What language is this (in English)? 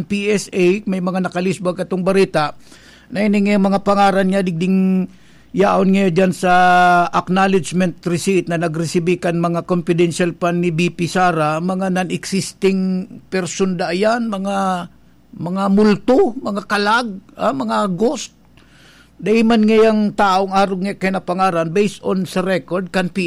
Bikol